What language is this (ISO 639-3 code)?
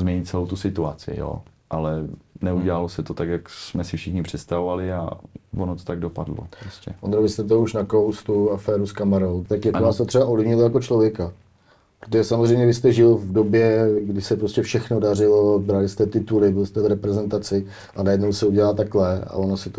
ces